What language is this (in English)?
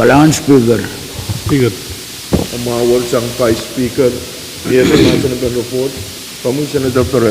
Pohnpeian